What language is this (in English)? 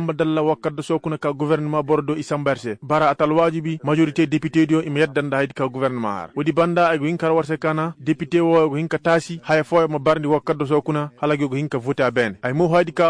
Koyraboro Senni